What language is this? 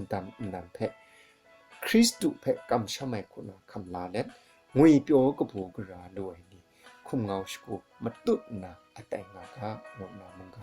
Kachin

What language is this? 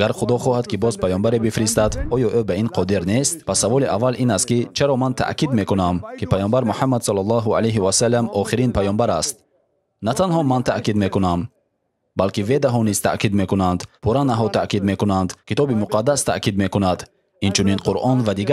Tajik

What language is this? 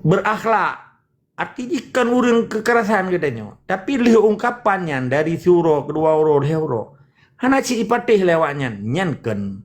Achinese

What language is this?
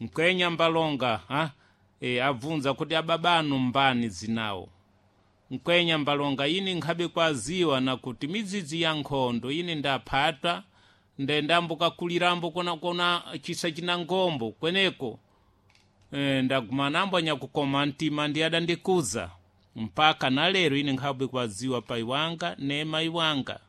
Sena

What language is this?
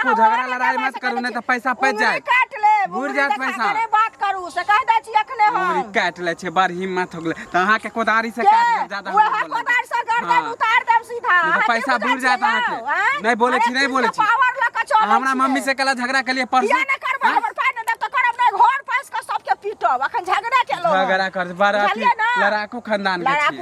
Maithili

